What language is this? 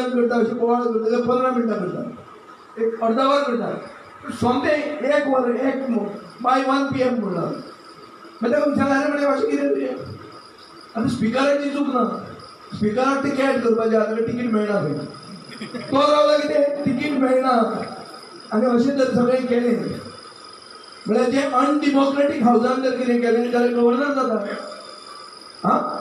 Konkani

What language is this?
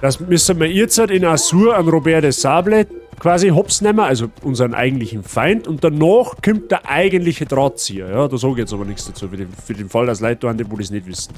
Bavarian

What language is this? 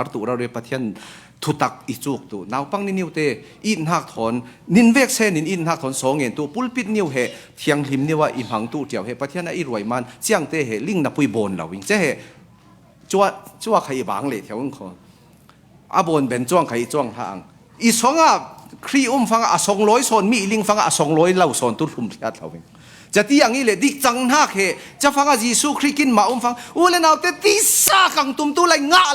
Falam Chin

